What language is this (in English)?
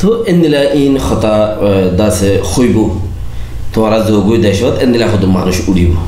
Rohingya